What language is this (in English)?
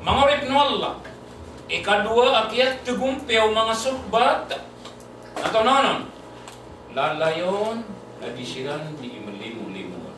Maranao